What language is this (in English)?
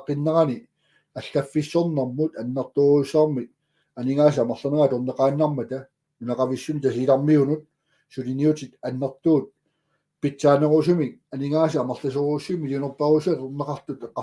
Kalaallisut